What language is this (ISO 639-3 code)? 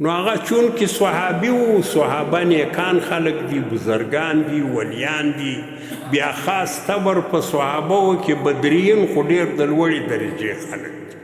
pus